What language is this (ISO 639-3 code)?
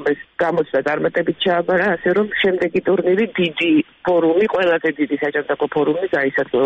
kat